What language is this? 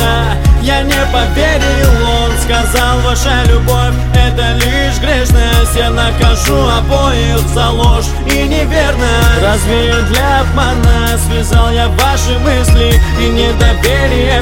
Russian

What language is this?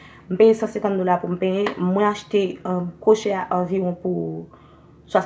Haitian Creole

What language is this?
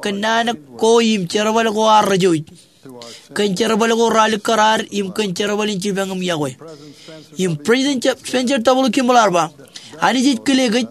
Marshallese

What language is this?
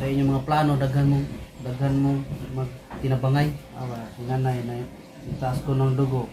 Cebuano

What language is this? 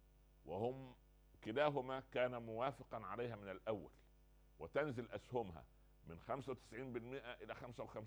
Arabic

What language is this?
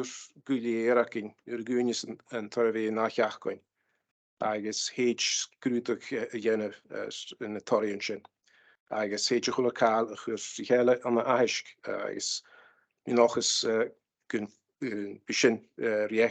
Scottish Gaelic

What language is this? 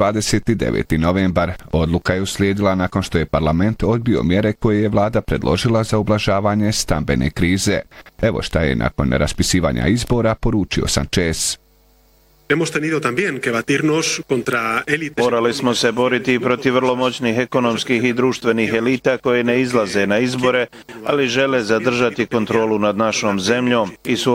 Bosnian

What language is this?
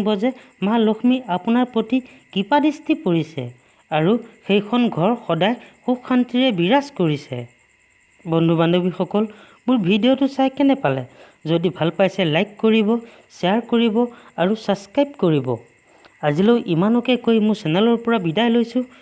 Assamese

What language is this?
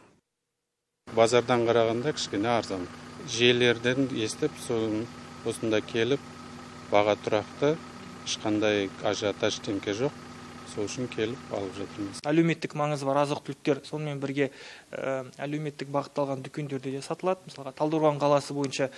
Kazakh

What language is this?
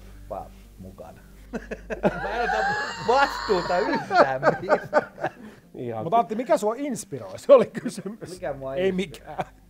Finnish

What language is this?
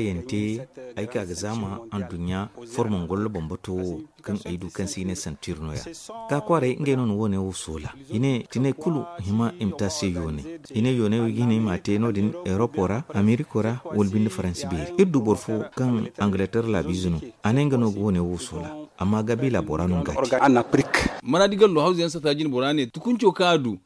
Zarma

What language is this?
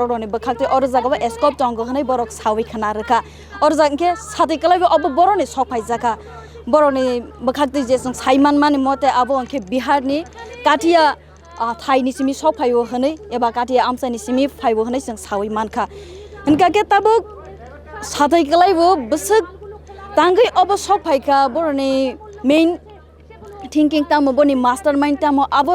Kok Borok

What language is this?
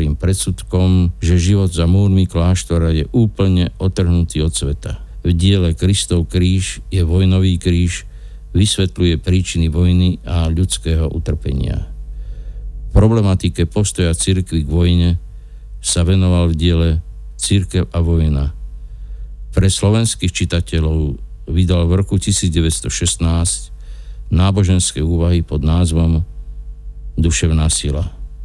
Slovak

